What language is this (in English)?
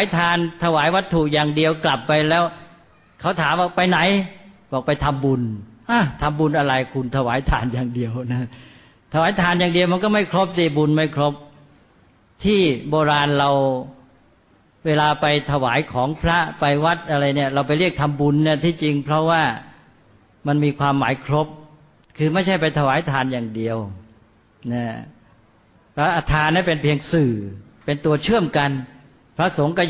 Thai